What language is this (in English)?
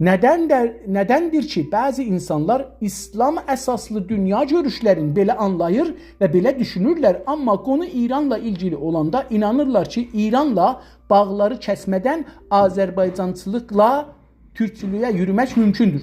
South Azerbaijani